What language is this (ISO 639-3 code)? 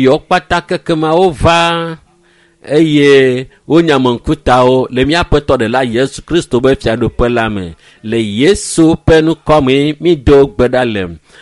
ewe